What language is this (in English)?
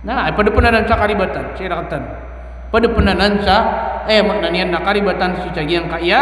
Maranao